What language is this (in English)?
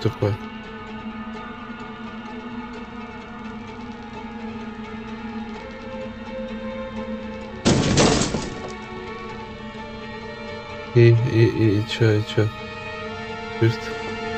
Russian